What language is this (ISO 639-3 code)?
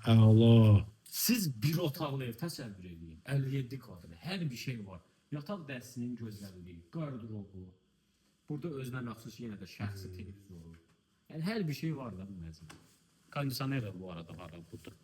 aze